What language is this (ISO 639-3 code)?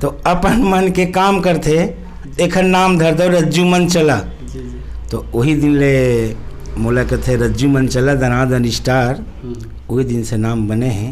hne